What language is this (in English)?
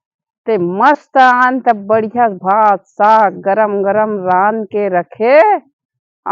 Chhattisgarhi